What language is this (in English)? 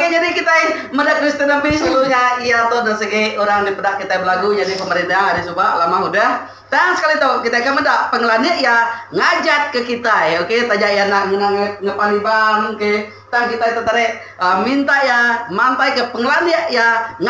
Iban